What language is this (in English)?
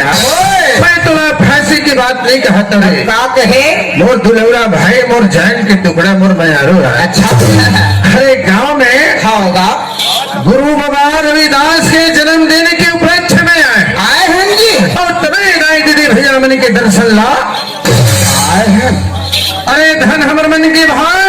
Chhattisgarhi